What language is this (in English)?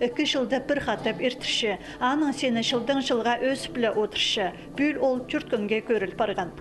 Khakas